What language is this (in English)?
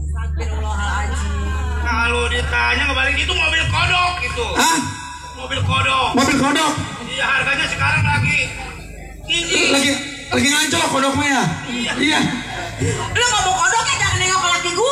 Betawi